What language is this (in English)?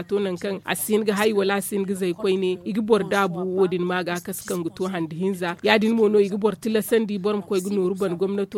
Zarma